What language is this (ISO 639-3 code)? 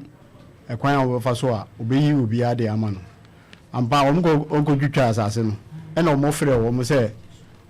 aka